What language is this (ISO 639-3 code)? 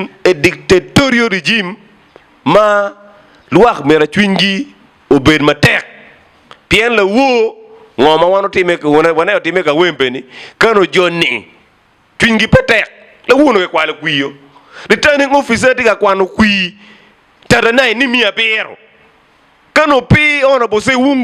ach